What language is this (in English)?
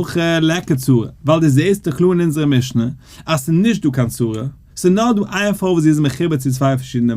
Yiddish